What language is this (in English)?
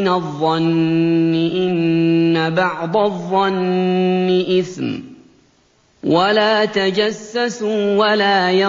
Arabic